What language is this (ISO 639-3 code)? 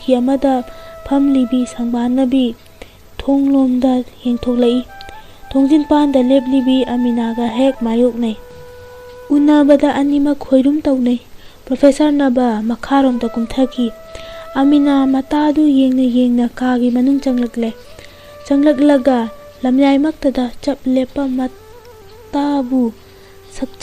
mni